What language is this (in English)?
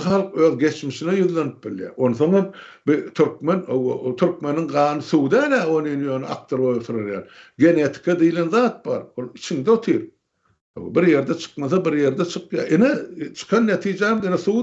Turkmen